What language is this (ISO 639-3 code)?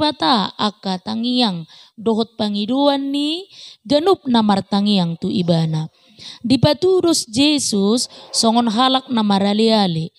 bbc